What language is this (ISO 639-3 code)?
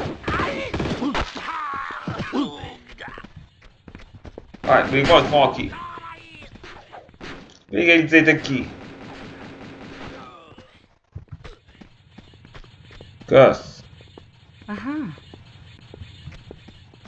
hun